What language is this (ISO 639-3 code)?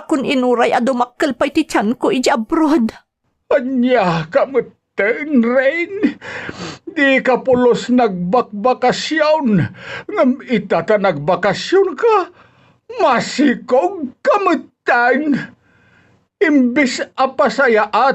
ilo